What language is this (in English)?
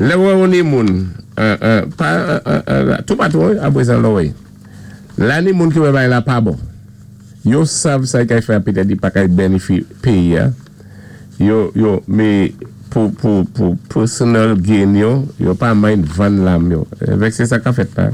Saint Lucian Creole French